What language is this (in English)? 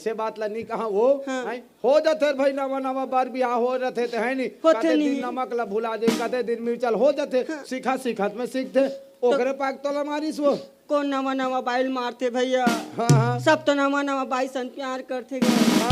Chhattisgarhi